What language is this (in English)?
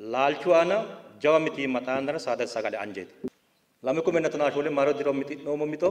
Sidamo